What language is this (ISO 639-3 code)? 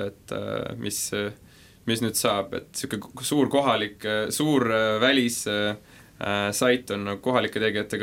est